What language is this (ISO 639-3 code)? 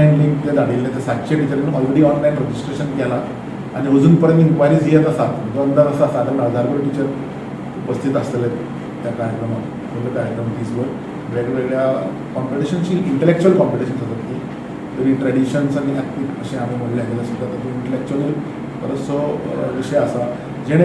kok